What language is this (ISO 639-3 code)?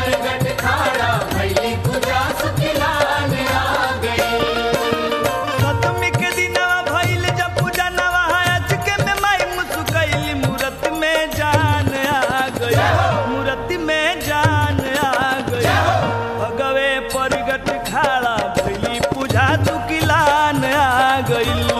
bho